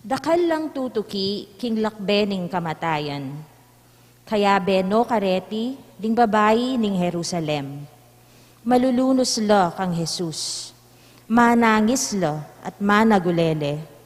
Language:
Pampanga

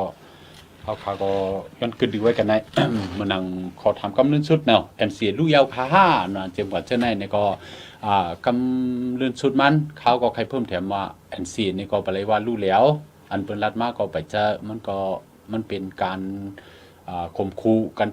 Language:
Shan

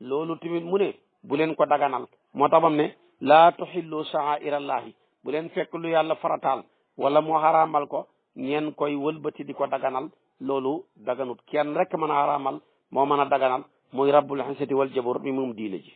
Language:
Wolof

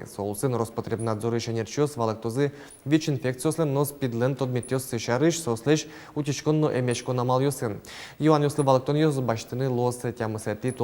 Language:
Udmurt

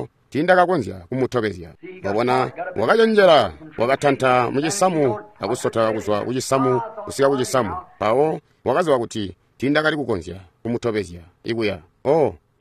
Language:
Tonga (Zambia)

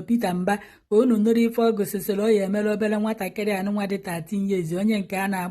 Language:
Igbo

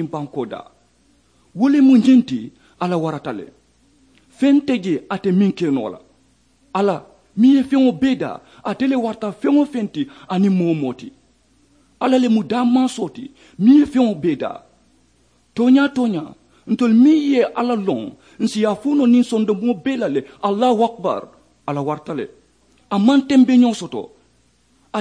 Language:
Mandingo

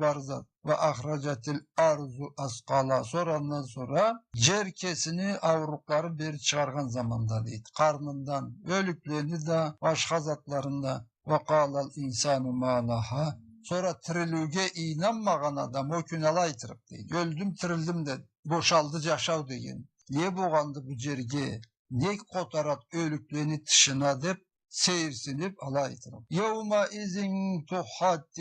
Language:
Karachay-Balkar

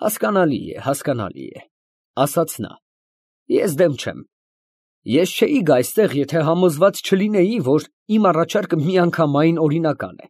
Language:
Armenian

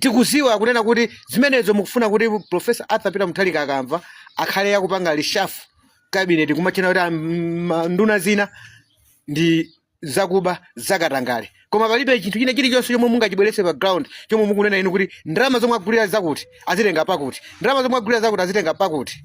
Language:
Nyanja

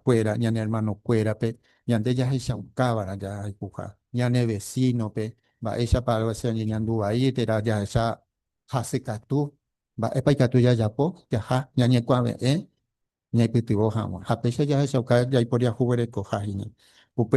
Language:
Guarani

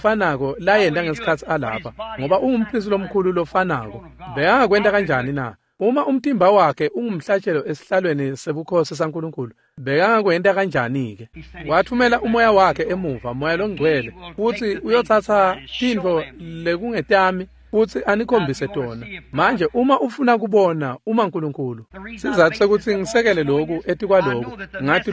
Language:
Swati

